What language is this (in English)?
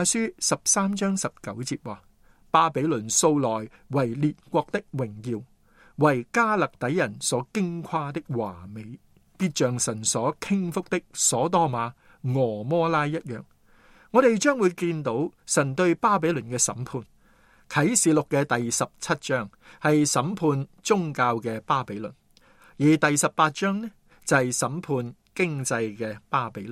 Cantonese